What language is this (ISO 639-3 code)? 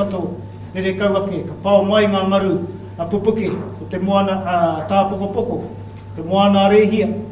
mri